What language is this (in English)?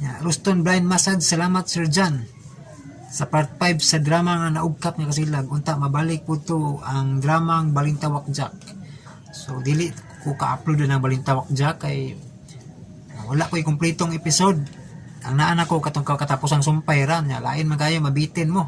Cebuano